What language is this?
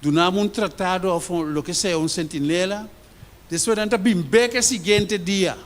Papiamento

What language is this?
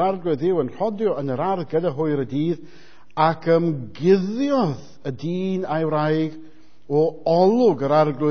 Welsh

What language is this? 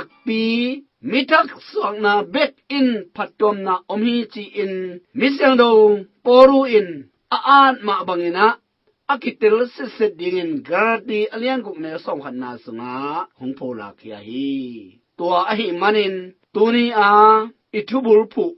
Tedim Chin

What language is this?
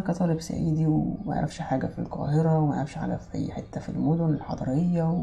Egyptian Arabic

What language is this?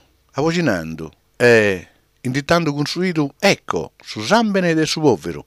Sardinian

